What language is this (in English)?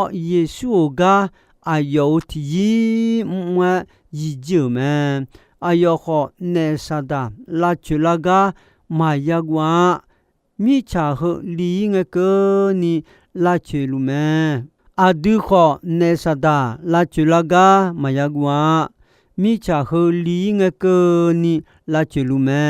Akha